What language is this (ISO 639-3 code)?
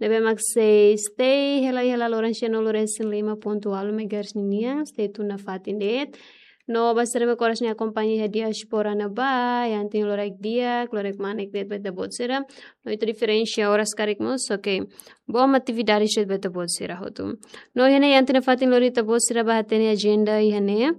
tet